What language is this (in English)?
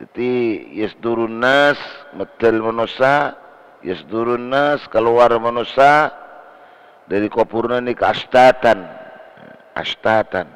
Madurese